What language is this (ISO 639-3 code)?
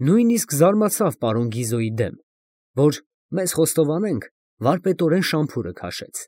hye